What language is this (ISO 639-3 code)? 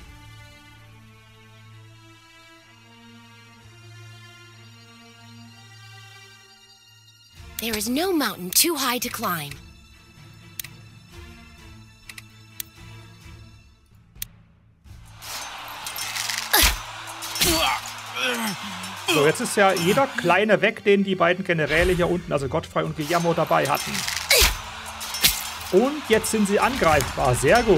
deu